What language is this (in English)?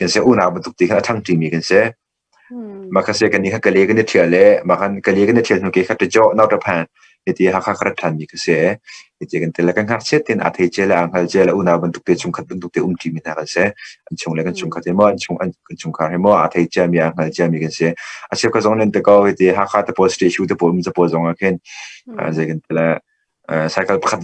Hakha Chin